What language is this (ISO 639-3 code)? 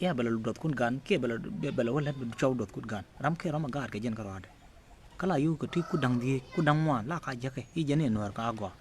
nus